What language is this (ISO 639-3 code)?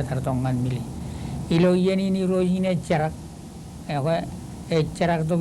mah